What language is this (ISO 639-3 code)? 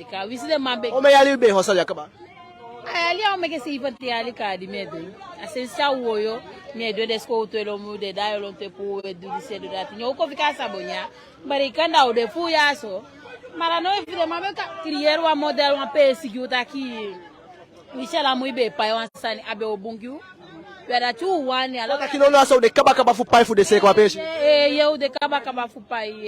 djk